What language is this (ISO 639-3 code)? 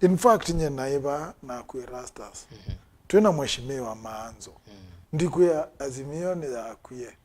kam